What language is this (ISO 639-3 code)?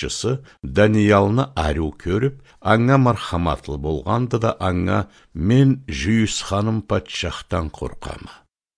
krc